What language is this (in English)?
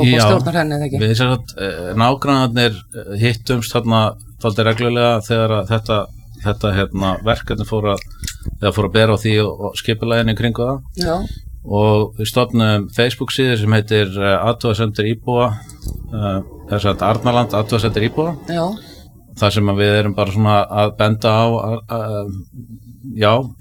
Icelandic